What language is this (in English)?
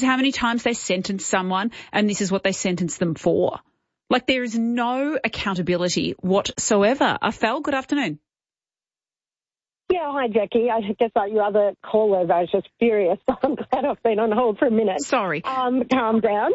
English